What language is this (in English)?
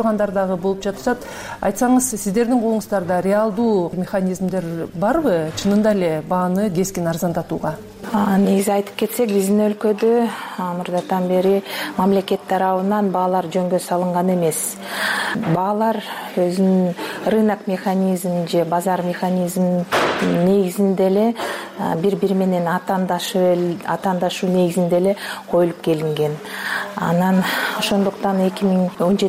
Kyrgyz